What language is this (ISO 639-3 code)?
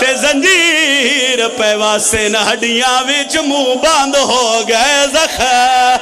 phr